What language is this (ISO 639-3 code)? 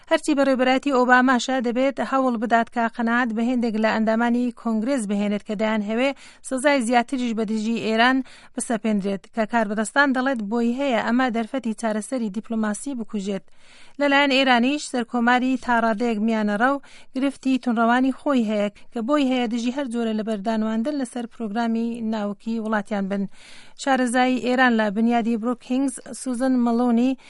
ckb